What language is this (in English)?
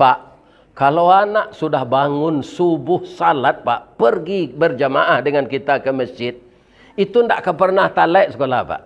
Minangkabau